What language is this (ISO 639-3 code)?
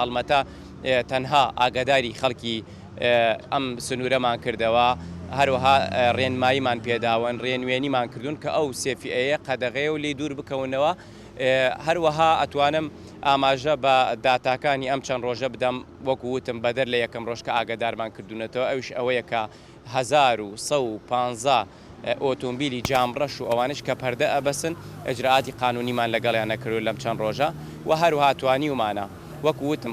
ckb